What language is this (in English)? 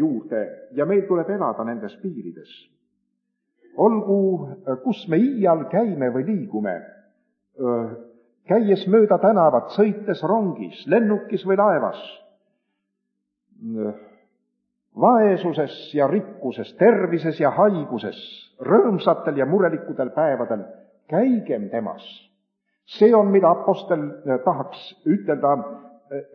Estonian